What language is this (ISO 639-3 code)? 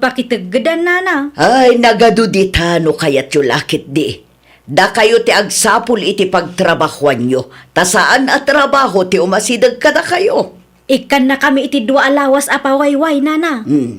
ilo